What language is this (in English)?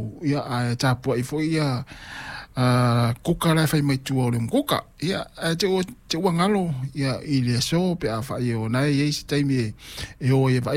Samoan